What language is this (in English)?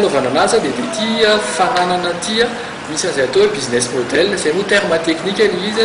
Malagasy